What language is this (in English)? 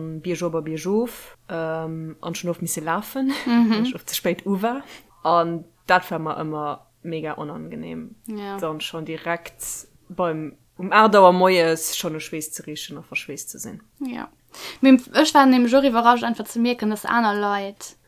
Luxembourgish